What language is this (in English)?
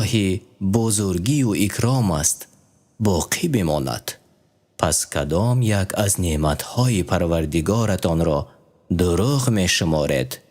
Tajik